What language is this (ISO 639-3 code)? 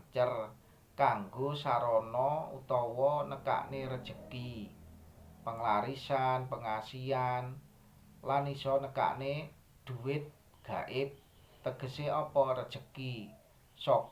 jav